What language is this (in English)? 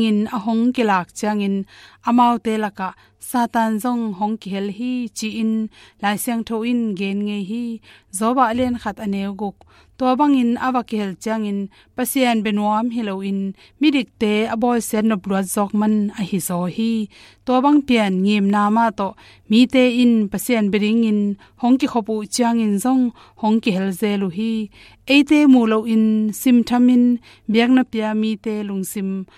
Tedim Chin